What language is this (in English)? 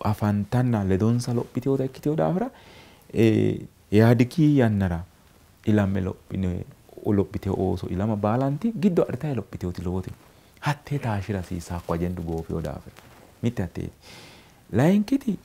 Sidamo